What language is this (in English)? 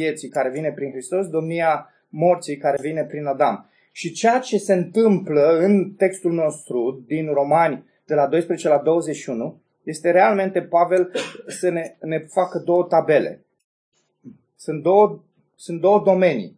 Romanian